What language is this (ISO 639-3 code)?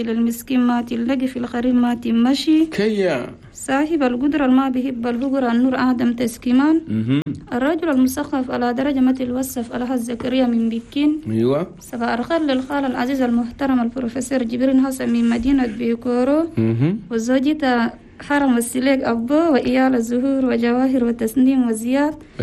shu